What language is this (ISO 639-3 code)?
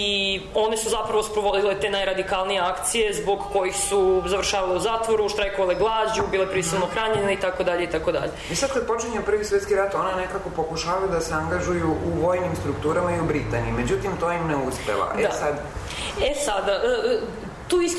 srp